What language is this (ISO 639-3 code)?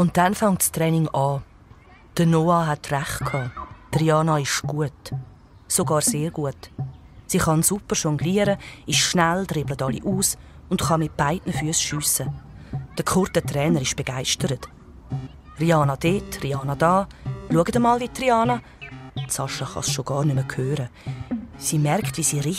gsw